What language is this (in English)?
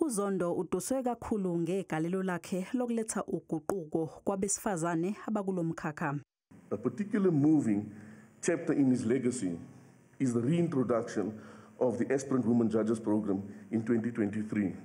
Zulu